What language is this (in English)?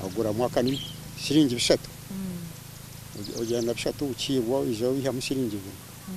Nyankole